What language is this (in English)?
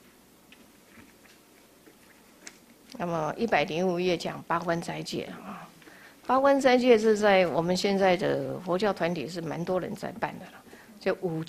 Chinese